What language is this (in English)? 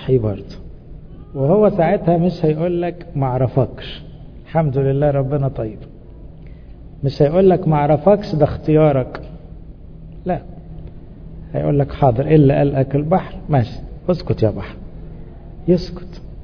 Egyptian Arabic